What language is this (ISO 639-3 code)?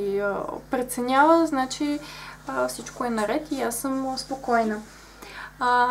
bul